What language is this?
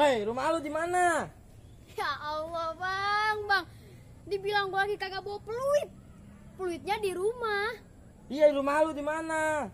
Betawi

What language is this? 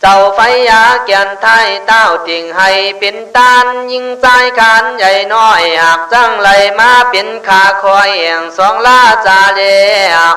Khün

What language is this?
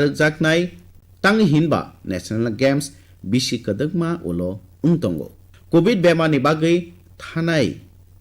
Kok Borok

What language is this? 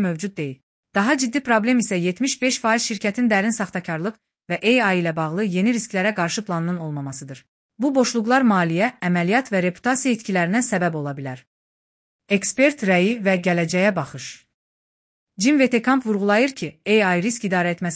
Azerbaijani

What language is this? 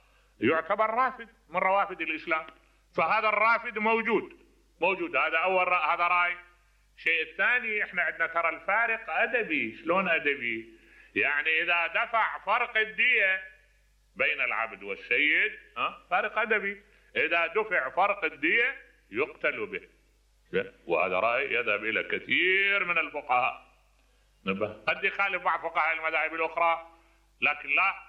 Mesopotamian Arabic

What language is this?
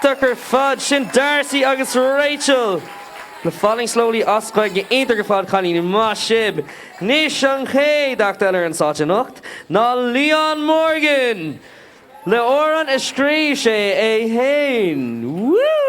Irish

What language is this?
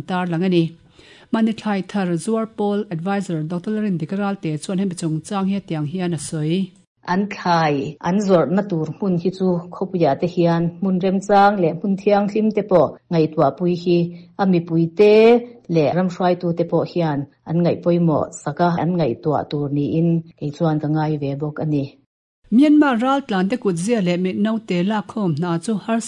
Mizo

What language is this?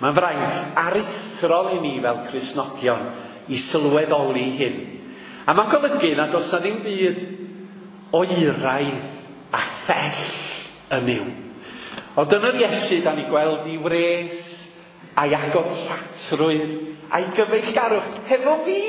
Welsh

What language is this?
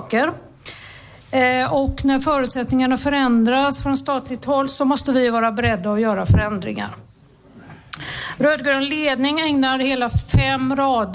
Swedish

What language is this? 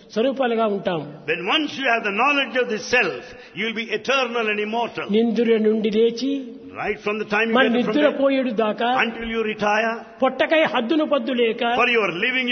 Telugu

